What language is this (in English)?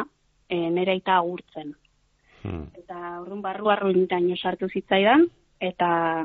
Basque